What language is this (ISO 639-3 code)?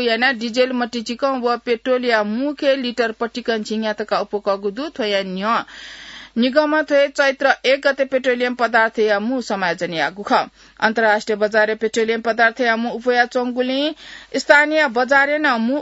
new